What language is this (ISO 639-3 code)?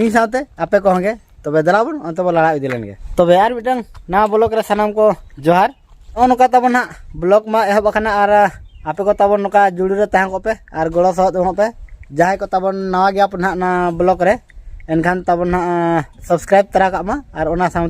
sat